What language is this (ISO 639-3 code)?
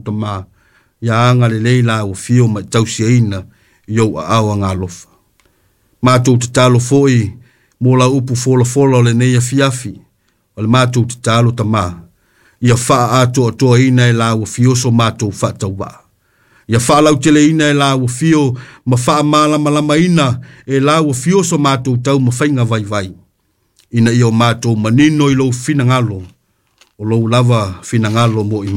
smo